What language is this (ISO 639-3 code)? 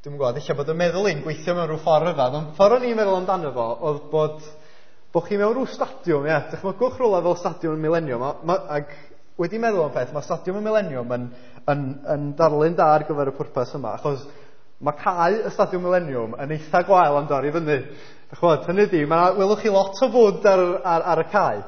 cym